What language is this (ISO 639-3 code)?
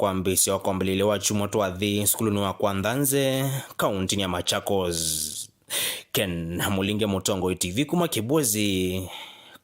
kam